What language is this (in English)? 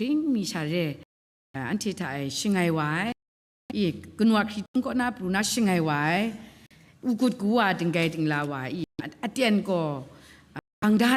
Kachin